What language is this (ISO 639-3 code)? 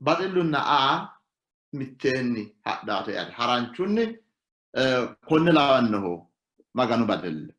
sid